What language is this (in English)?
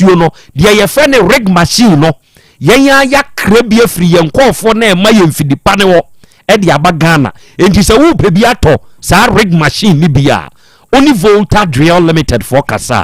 Akan